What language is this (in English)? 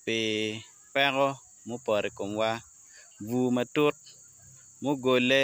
Acoli